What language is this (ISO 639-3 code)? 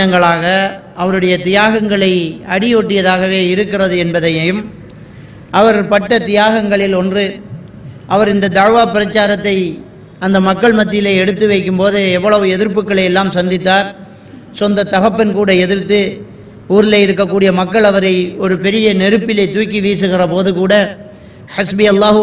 tam